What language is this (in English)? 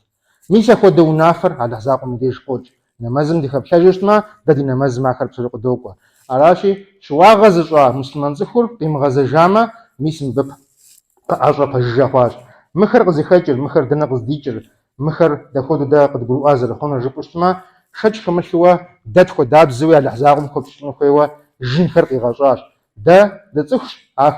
Kabardian